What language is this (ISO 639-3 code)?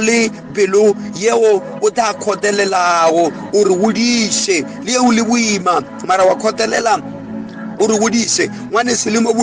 nso